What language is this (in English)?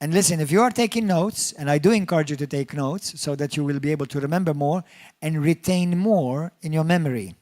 English